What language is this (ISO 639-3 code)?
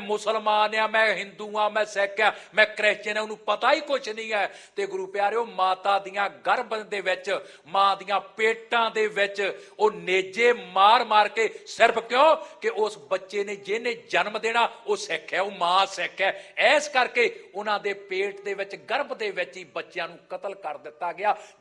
pan